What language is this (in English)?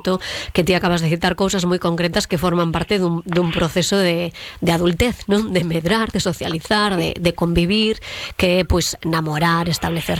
Galician